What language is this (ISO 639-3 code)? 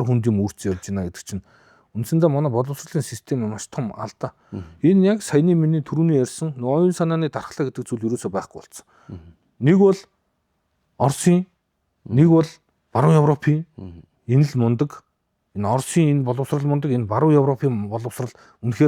mon